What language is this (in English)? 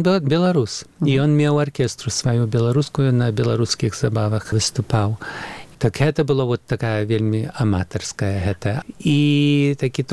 Belarusian